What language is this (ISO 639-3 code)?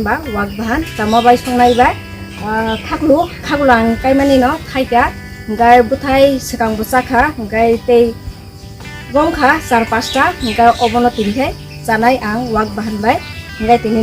trp